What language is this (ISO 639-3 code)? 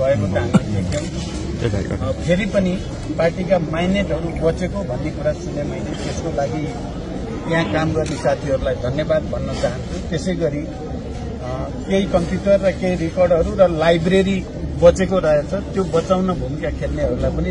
nep